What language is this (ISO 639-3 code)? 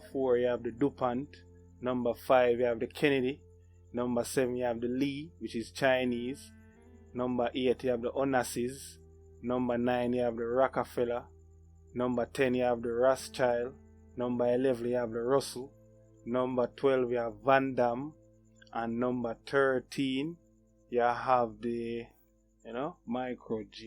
jam